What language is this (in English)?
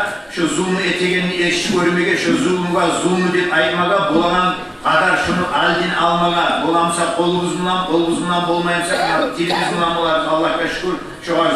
Kumyk